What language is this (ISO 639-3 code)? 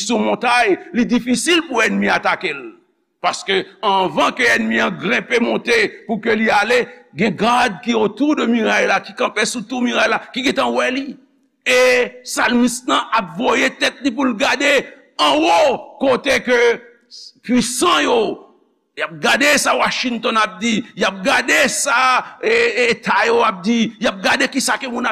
hat